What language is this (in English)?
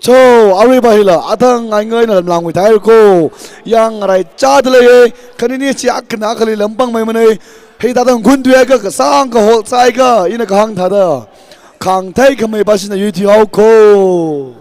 Tangkhul Naga (India)